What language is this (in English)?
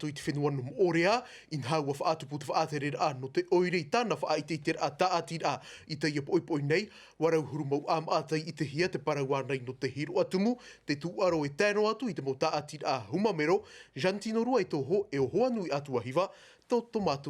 Tahitian